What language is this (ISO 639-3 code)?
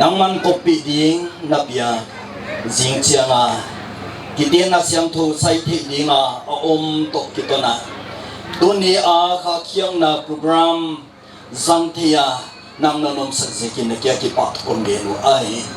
pck